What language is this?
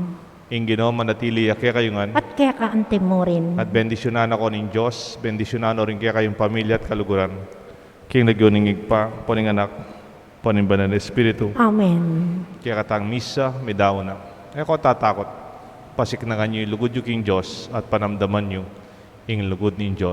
Pampanga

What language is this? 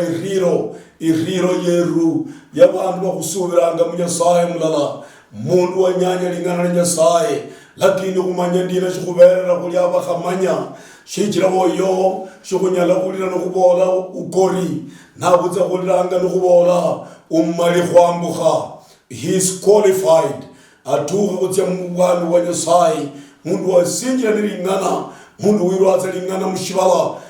Luyia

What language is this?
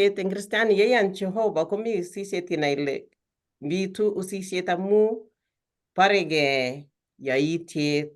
Kalenjin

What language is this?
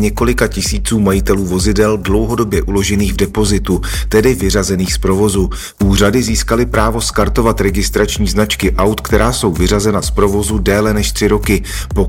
Czech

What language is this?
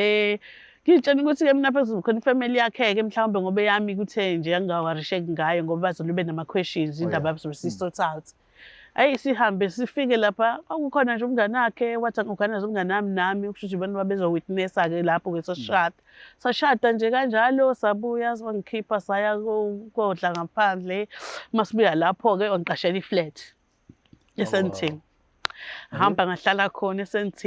Zulu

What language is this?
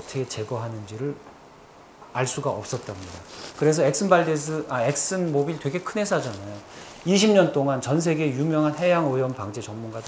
Korean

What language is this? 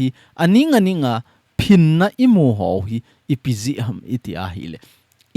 Thado Chin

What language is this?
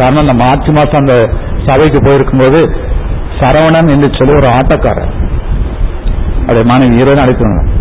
Tamil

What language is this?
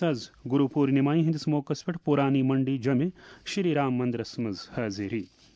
Kashmiri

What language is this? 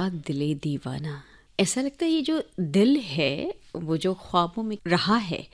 Hindi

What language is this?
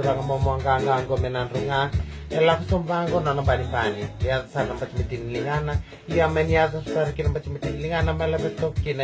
Fijian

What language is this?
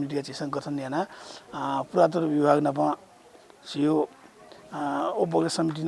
Newari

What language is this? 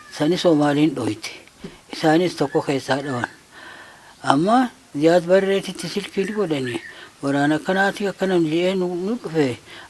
Oromo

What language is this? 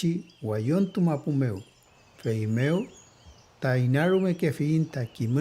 Mapuche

